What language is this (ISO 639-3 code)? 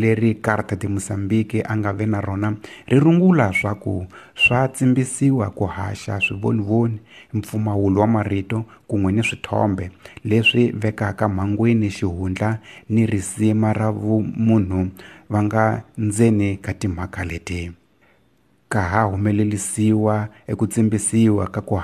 tso